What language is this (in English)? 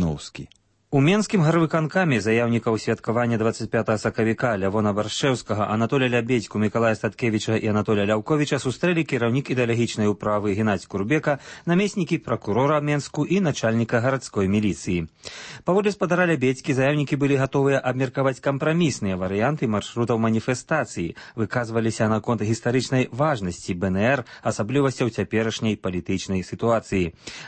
Belarusian